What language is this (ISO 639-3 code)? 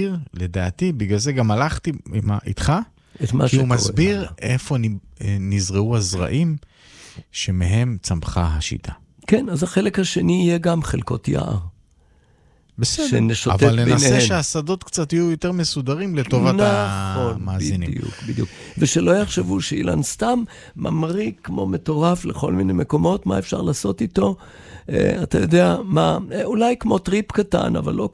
heb